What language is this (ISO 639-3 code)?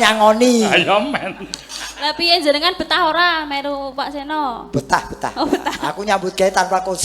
jav